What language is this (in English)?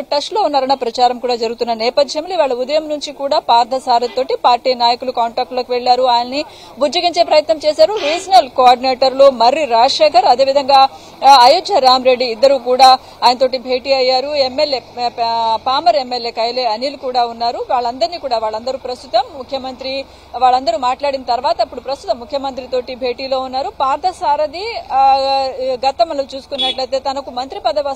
Telugu